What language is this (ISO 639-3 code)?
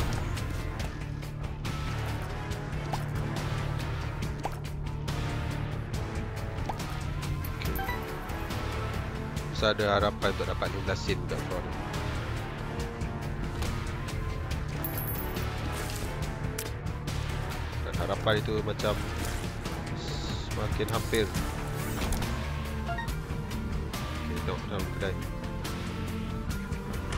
msa